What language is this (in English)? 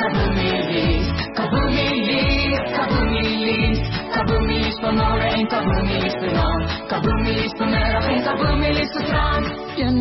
Afrikaans